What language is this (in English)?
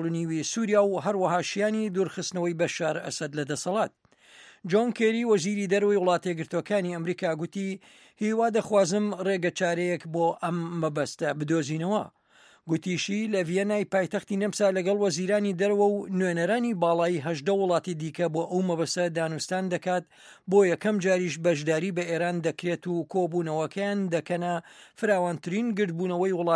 Central Kurdish